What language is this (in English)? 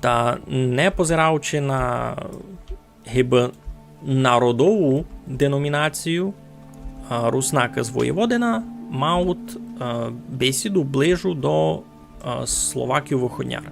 Rusyn